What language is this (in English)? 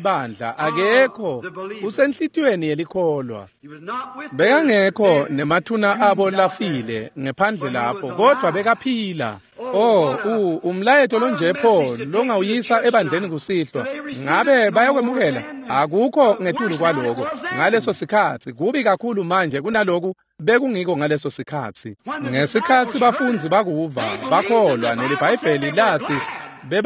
Swati